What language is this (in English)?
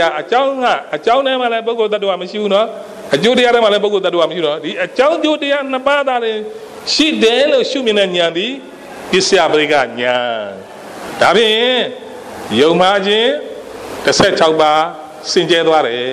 Burmese